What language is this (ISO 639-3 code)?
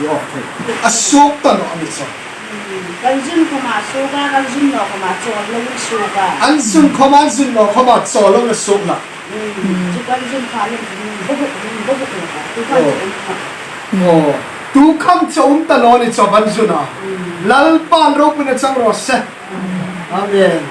hmr